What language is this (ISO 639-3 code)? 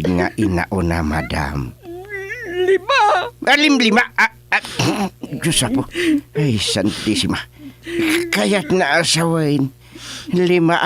ilo